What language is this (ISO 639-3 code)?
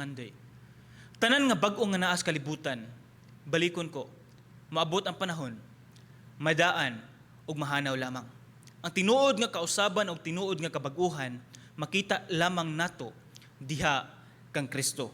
ceb